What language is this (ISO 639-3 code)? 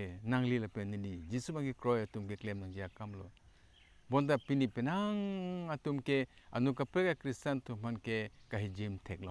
mjw